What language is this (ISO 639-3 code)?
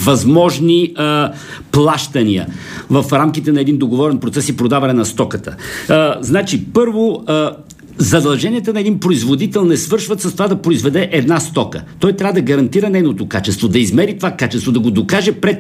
bul